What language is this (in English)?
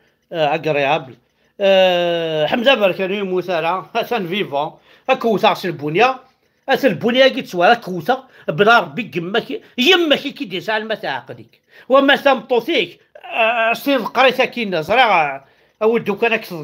Kabyle